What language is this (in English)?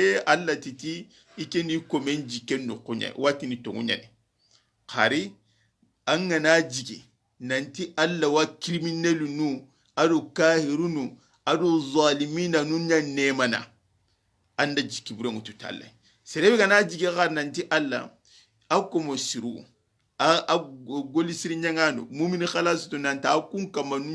Soninke